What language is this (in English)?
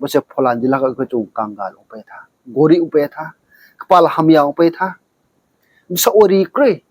Riang (India)